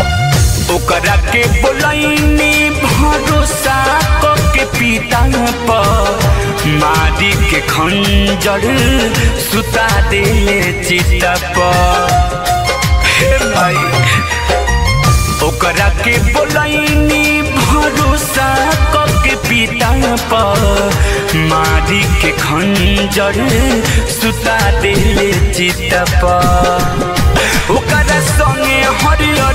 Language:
Bhojpuri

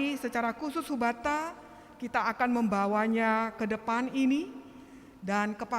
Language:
Batak Simalungun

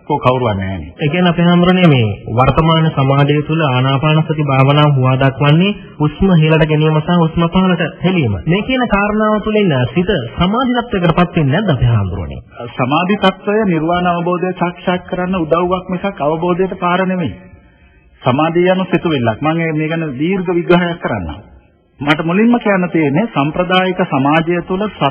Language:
Sinhala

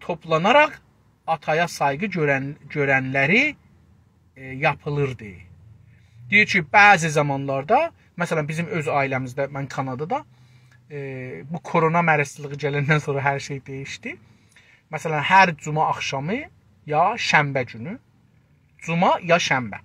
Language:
South Azerbaijani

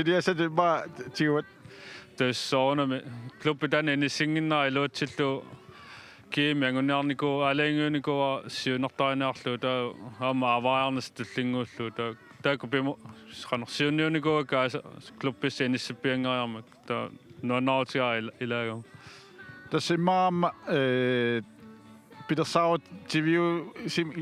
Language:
Kalaallisut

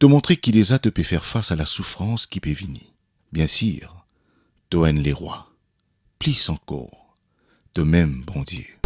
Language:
Morisyen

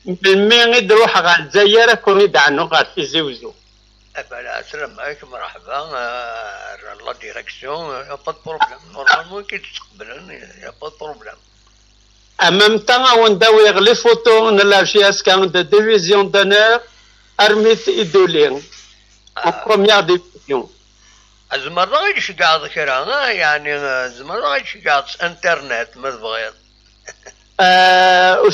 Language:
Kabyle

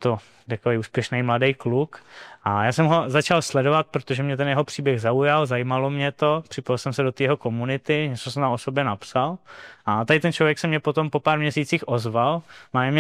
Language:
Czech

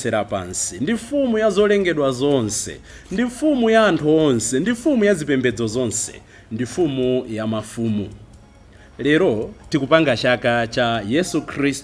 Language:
Nyanja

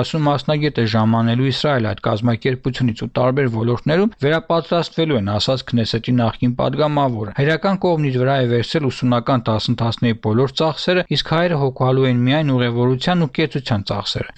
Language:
Armenian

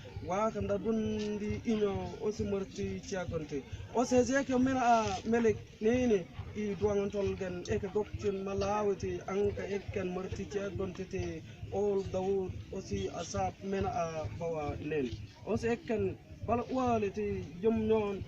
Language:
Mabaan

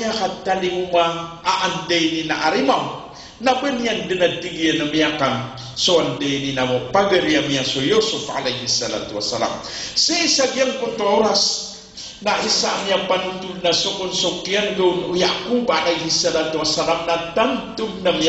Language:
Maranao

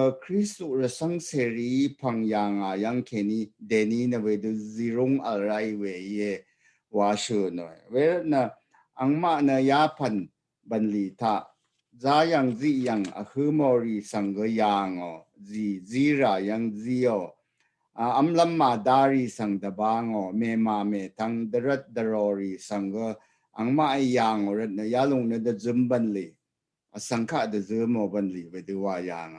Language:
Rawang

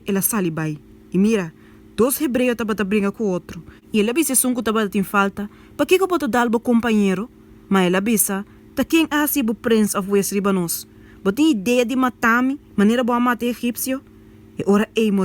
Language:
Papiamento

